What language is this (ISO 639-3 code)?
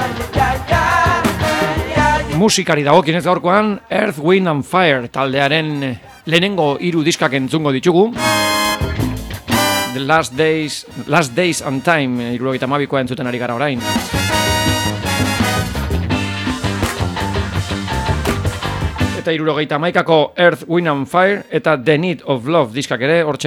eus